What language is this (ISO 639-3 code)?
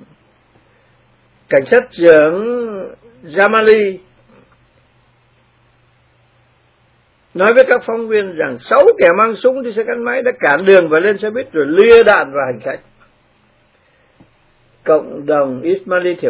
vie